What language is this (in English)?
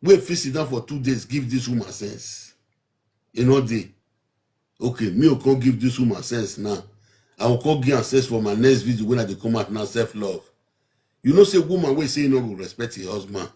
Nigerian Pidgin